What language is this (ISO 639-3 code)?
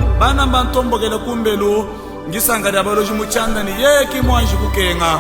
lua